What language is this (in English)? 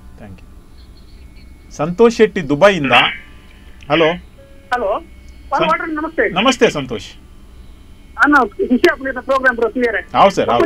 Kannada